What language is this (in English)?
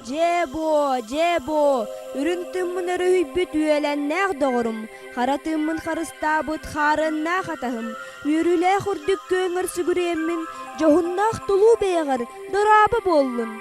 Yakut